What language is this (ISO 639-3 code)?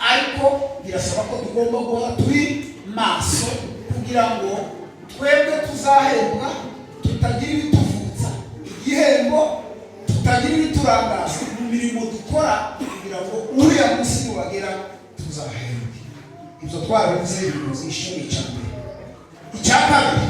kin